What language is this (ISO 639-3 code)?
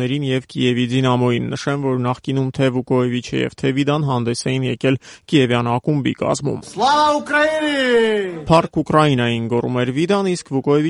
hye